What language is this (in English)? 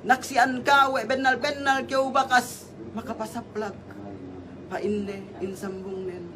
Yakan